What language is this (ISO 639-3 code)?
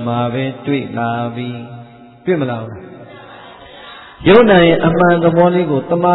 mya